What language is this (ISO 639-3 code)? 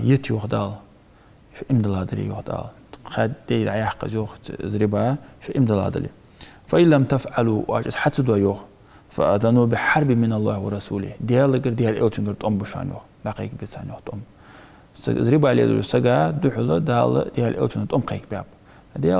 inh